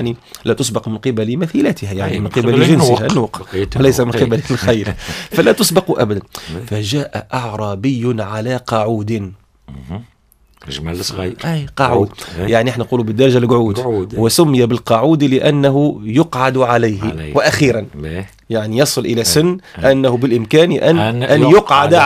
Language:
Tunisian Arabic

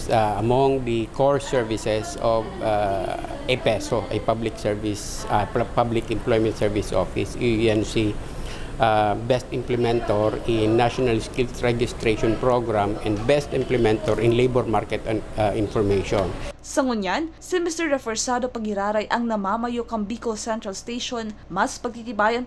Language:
Bikol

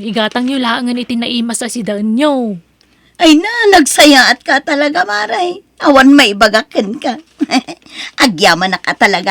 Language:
Iloko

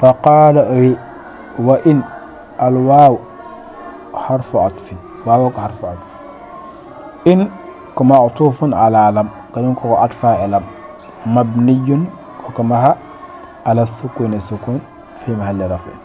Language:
Fula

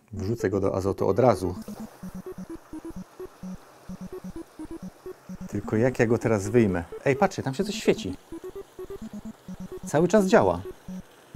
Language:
Polish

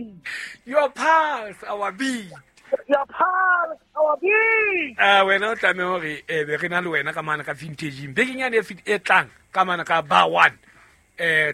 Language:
Southern Sotho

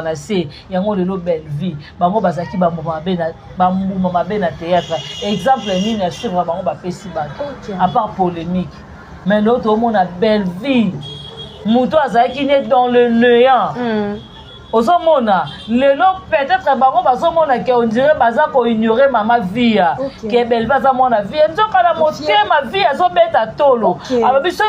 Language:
Lingala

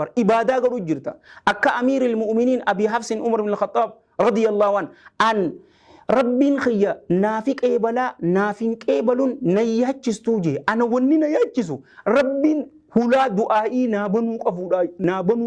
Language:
Oromo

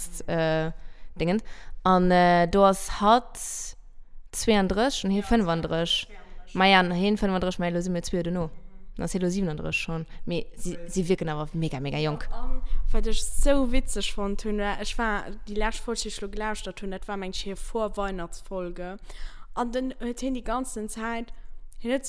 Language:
Luxembourgish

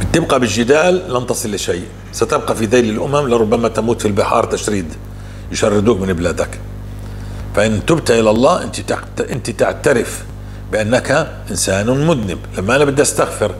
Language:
North Levantine Arabic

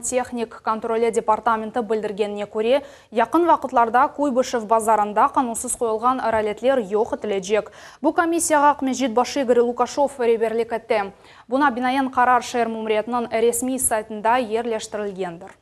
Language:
Crimean Tatar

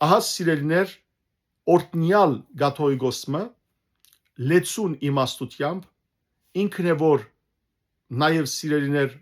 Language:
Western Armenian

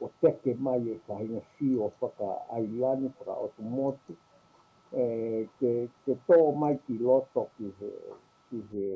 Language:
Tongan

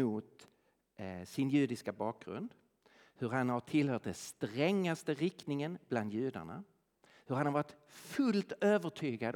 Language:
Swedish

